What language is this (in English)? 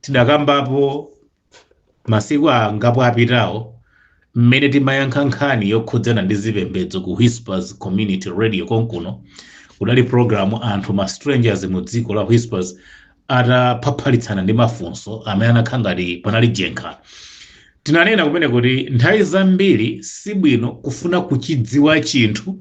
Nyanja